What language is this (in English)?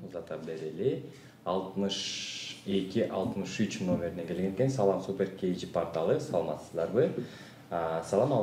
Kyrgyz